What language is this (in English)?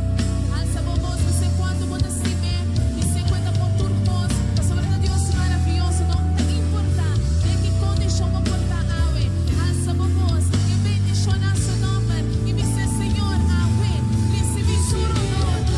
Papiamento